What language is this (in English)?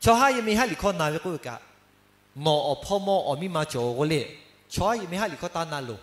Lahu